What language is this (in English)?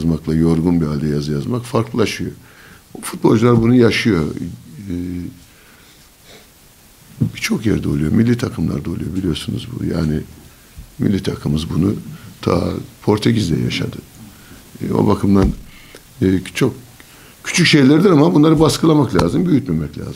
Turkish